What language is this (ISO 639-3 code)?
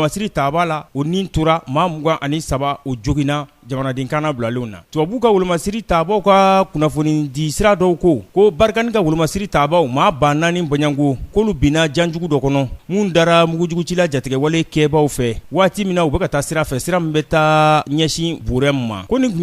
bam